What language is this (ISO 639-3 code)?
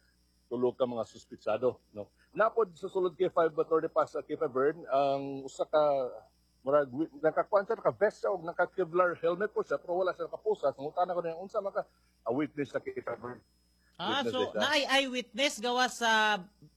ceb